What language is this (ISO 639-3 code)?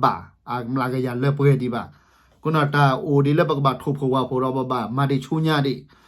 ksw